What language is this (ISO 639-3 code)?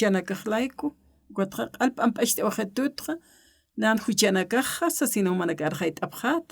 aym